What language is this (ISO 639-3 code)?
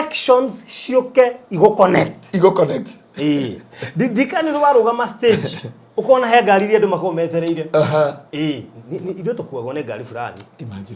kik